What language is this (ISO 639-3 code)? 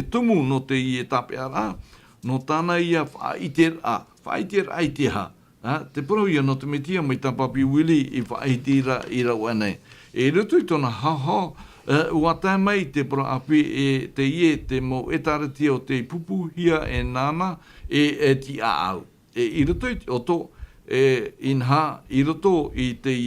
tah